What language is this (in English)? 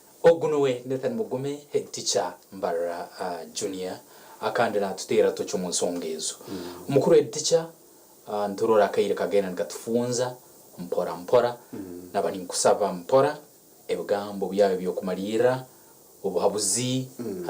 Nyankole